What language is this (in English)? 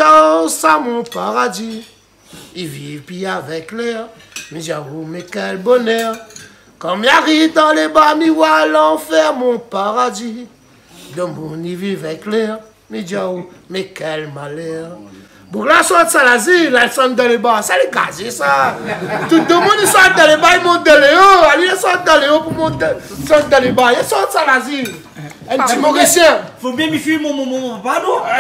Réunion Creole French